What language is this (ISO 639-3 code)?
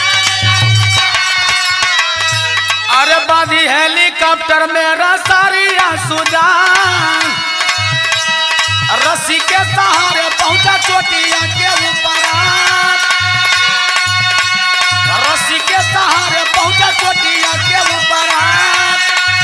bho